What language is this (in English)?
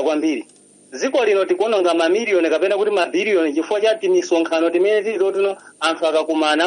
Nyanja